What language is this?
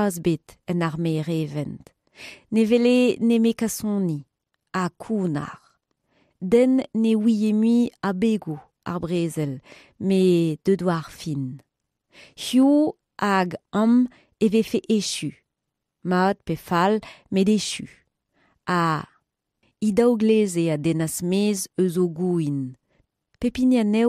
Breton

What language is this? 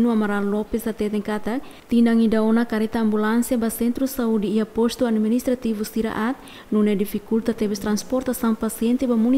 Tetum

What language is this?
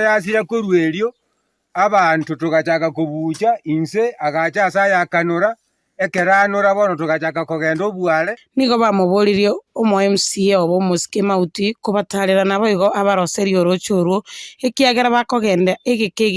Gusii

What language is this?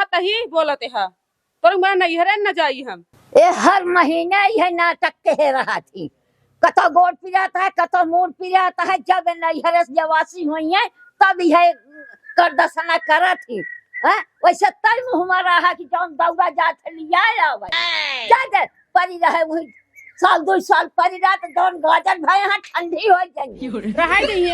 Awadhi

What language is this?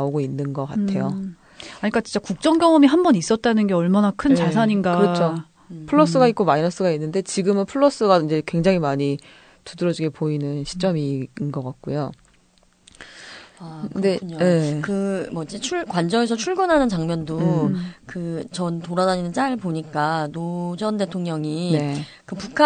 Korean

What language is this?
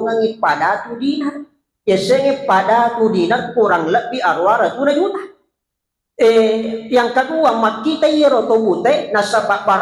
Buginese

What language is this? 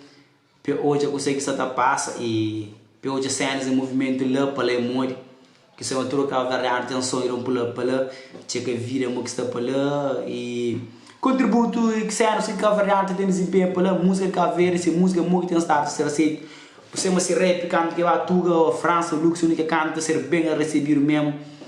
Kabuverdianu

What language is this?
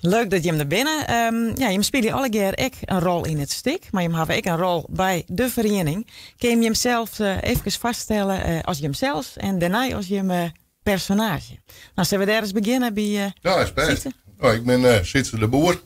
Western Frisian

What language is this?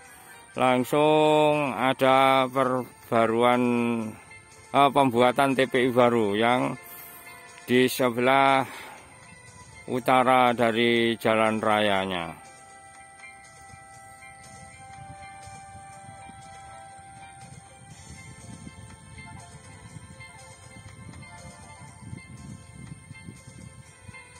Indonesian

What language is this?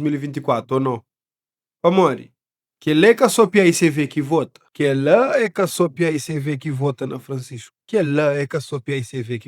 Kabuverdianu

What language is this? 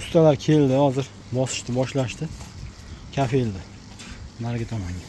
Uzbek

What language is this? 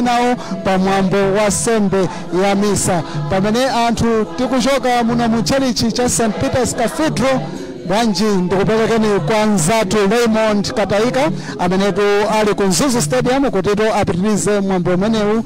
Nyanja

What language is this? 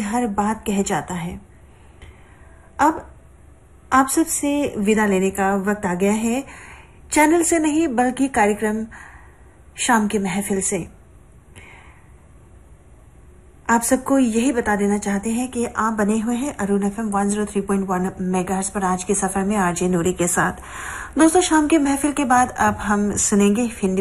Hindi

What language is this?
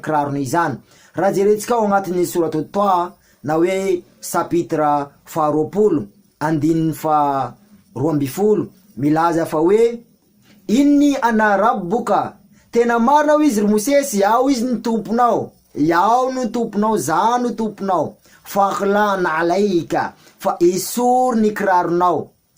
Malagasy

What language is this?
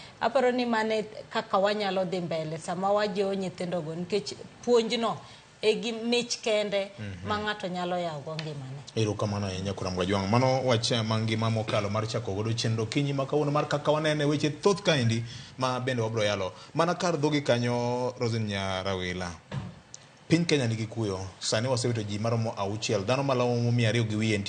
Luo (Kenya and Tanzania)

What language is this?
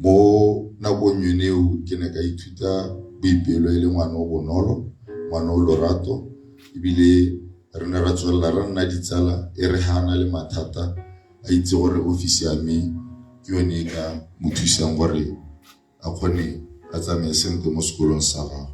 Tswana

